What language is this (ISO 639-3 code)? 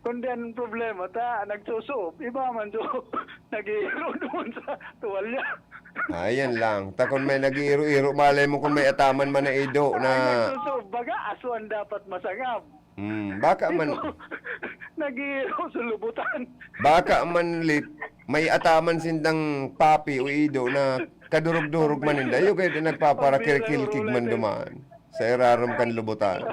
bik